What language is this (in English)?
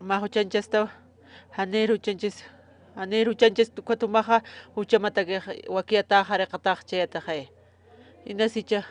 Aymara